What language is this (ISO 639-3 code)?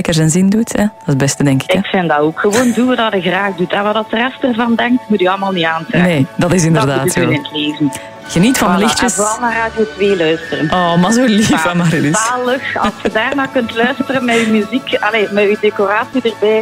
nld